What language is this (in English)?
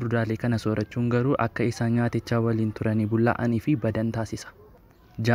Oromo